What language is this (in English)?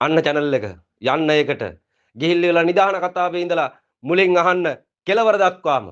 Sinhala